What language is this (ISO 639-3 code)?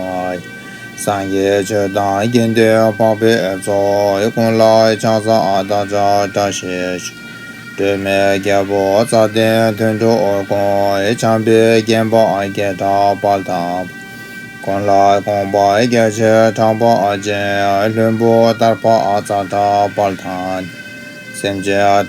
bod